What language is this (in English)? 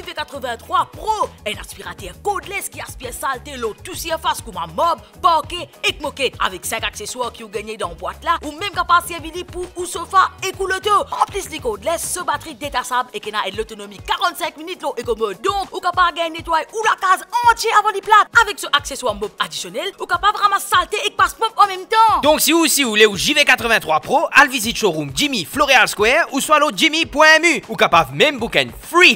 Morisyen